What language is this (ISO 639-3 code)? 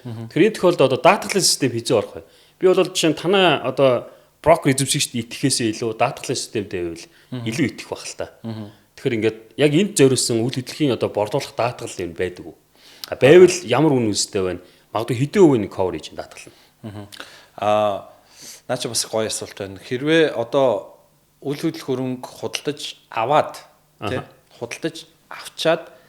mon